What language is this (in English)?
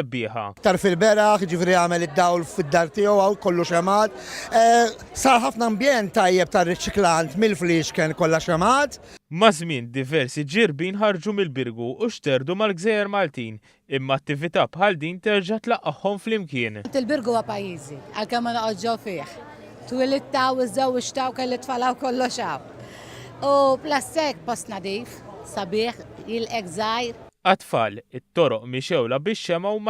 Maltese